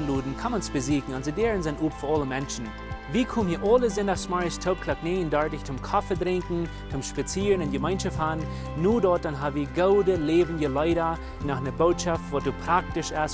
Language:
Plautdietsch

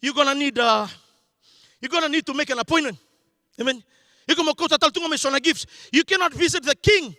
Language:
Fijian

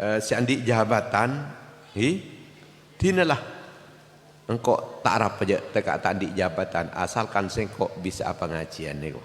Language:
Madurese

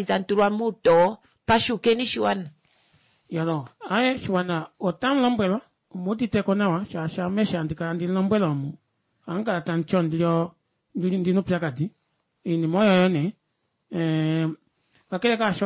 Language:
Kuanyama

